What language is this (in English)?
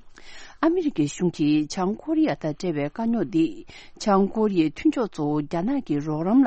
Tibetan